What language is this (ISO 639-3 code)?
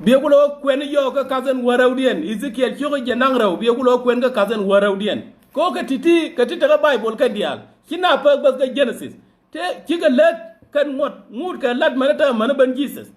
nus